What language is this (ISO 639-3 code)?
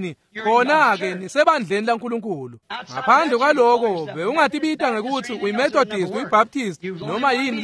ssw